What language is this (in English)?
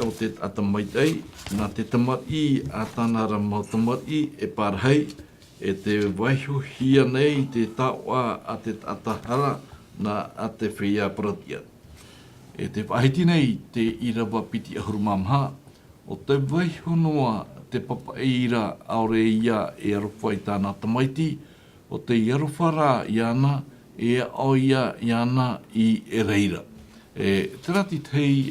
Tahitian